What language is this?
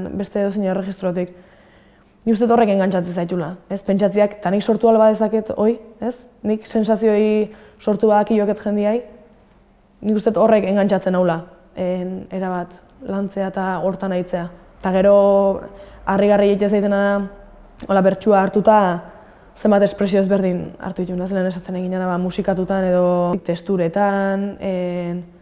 Basque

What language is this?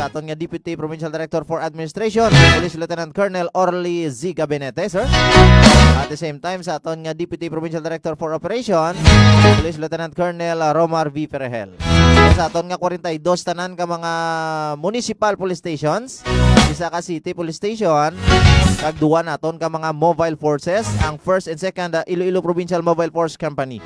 Hiligaynon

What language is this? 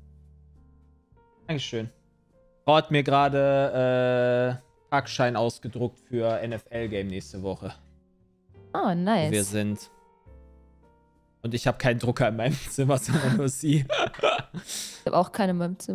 German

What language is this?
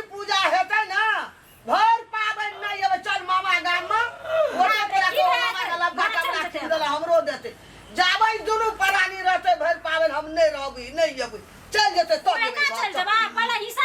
Maithili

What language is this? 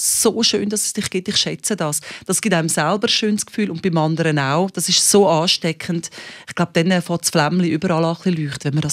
Swiss German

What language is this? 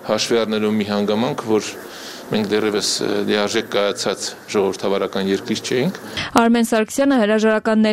Armenian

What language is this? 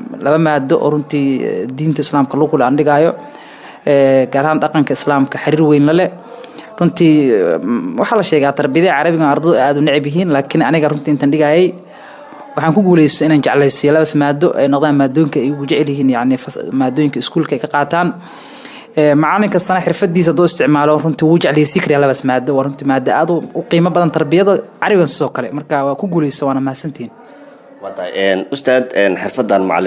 Somali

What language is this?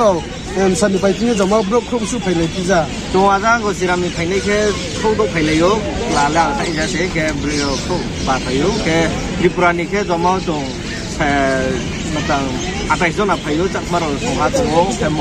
Riang (India)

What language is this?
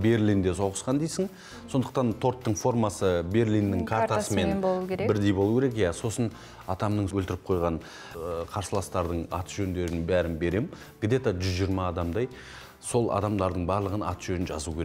Kazakh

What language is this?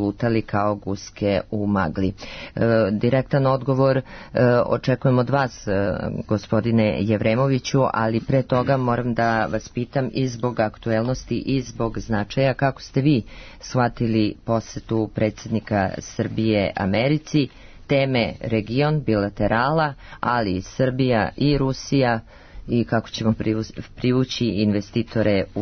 Serbian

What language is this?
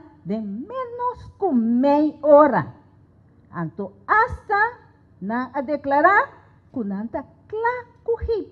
Papiamento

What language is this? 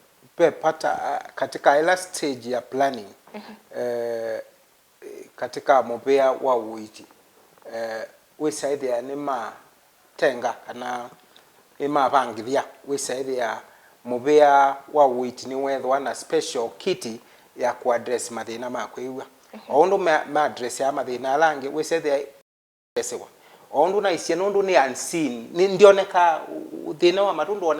Kamba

